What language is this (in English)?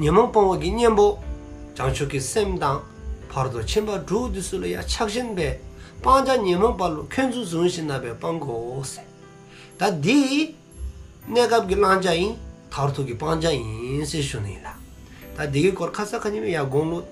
Dzongkha